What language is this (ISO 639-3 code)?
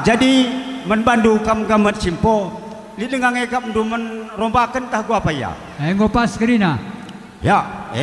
btx